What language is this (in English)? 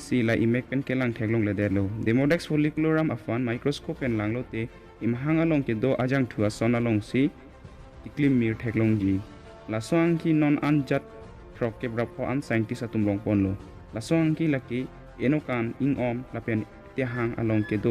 Karbi